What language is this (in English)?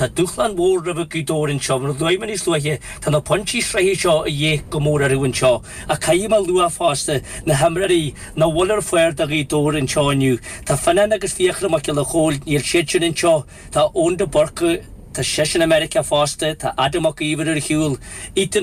Irish